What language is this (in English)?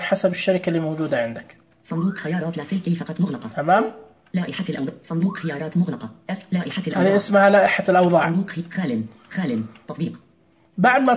Najdi Arabic